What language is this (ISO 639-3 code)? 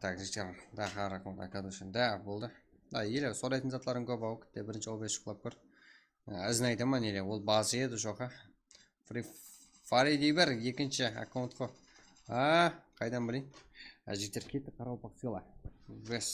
kaa